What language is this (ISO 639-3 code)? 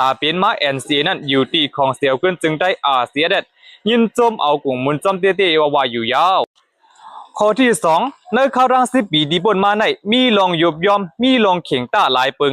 shn